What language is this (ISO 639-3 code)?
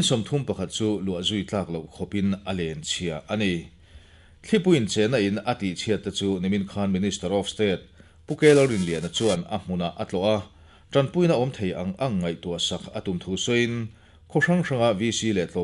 lus